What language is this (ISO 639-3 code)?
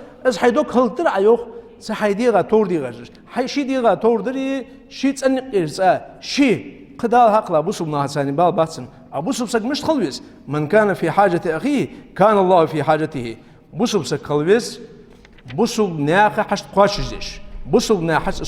inh